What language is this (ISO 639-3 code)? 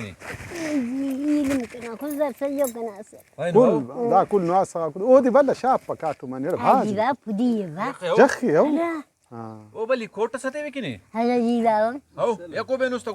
brh